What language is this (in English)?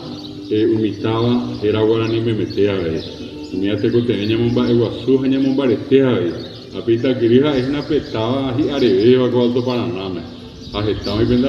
Guarani